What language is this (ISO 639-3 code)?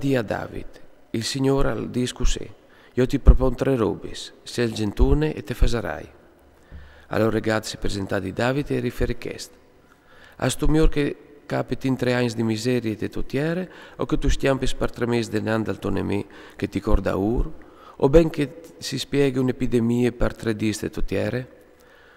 fur